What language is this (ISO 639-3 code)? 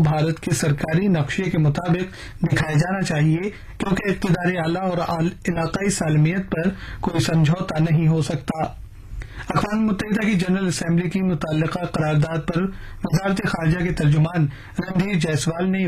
urd